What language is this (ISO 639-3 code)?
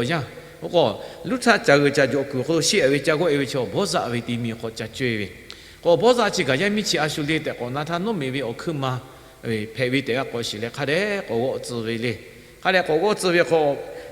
lhu